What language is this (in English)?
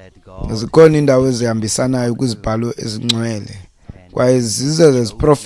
Xhosa